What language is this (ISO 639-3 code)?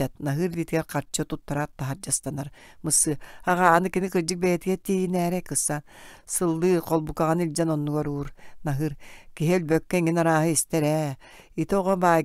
sah